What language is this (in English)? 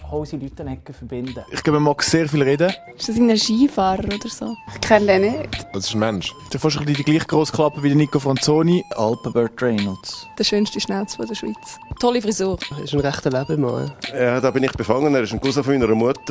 Swiss German